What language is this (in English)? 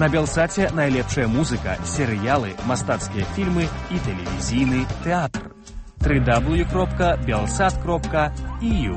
Belarusian